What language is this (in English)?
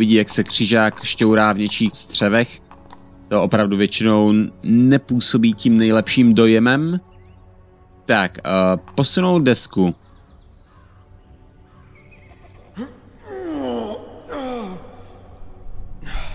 Czech